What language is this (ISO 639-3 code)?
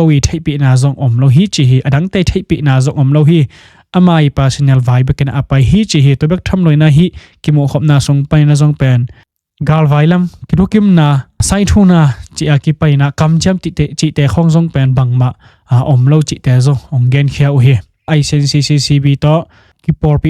ctd